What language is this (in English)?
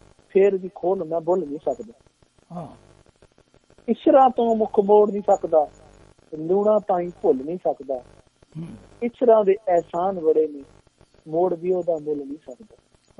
Punjabi